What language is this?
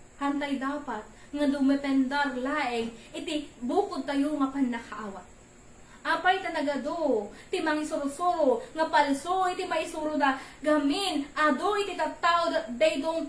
Iloko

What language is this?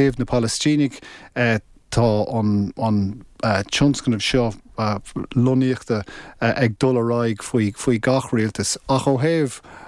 Irish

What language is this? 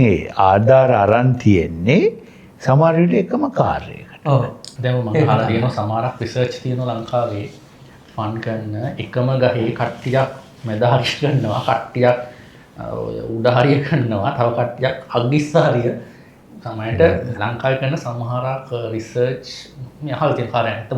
Sinhala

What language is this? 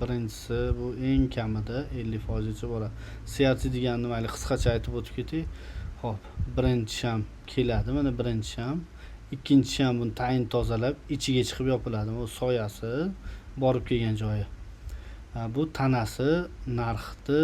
Uzbek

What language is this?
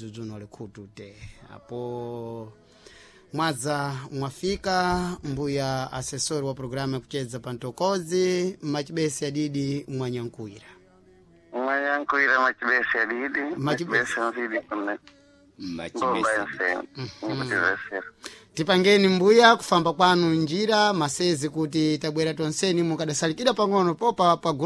Sena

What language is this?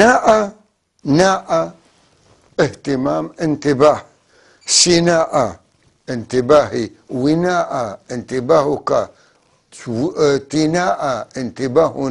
North Levantine Arabic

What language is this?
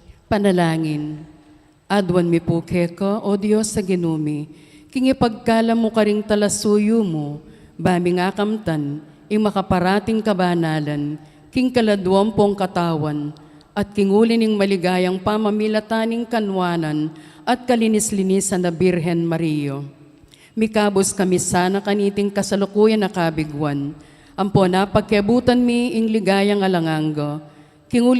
Pampanga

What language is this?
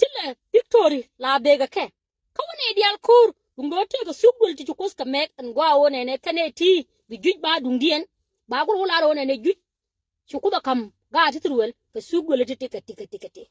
Nuer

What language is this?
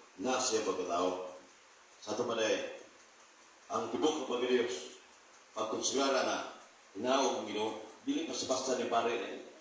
Cebuano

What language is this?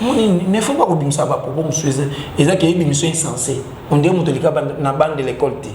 Lingala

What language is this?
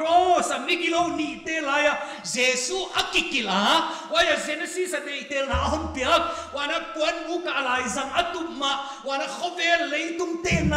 Paite Chin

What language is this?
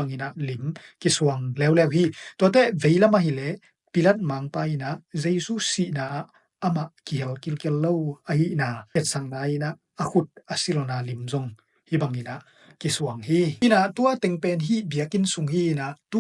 Tedim Chin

